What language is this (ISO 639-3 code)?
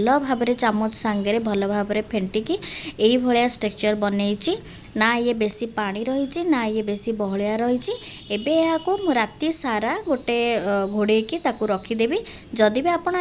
ori